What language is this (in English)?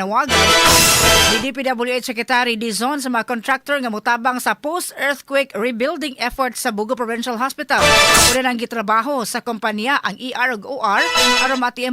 Cebuano